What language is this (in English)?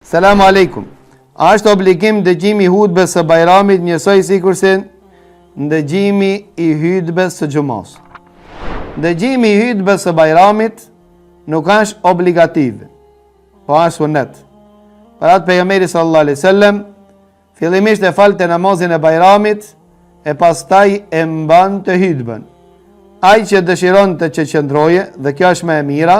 Albanian